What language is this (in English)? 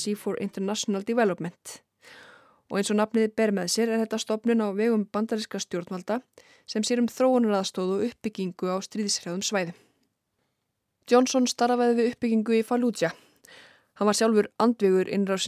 Icelandic